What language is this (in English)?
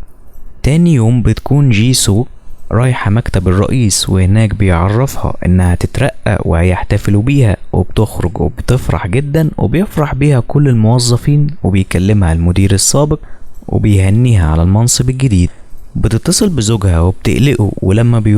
Egyptian Arabic